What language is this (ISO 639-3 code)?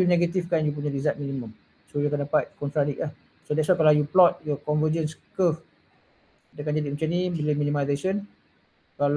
msa